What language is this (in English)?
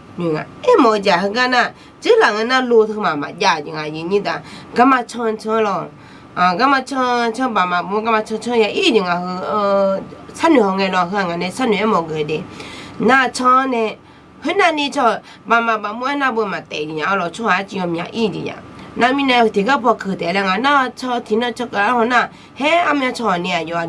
Akha